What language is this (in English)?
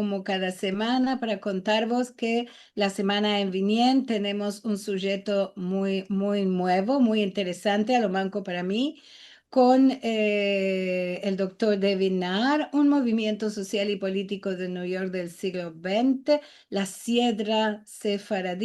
Ladino